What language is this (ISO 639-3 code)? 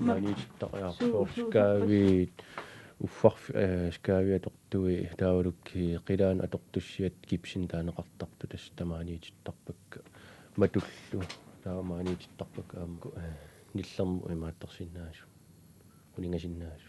kal